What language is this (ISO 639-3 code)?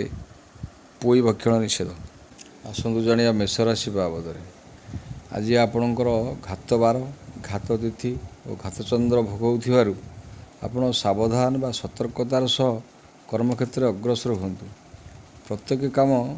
ori